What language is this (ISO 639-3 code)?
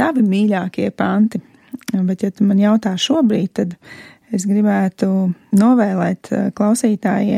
lav